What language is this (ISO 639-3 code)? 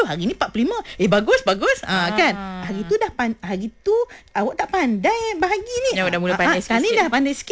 msa